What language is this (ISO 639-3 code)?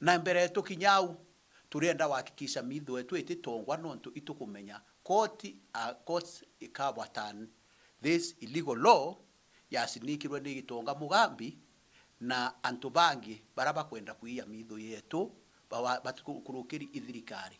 mer